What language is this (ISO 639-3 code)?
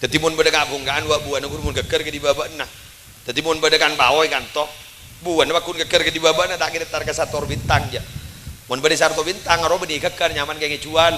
mad